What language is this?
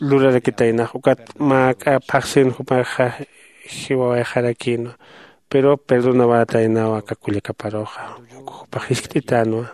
Aymara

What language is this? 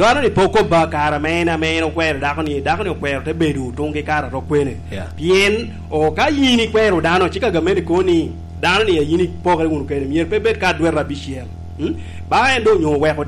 Lango (Uganda)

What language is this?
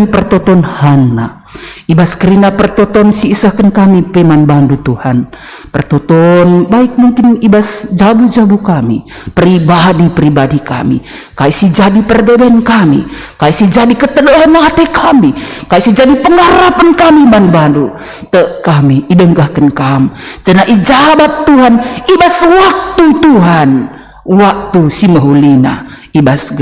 Batak Karo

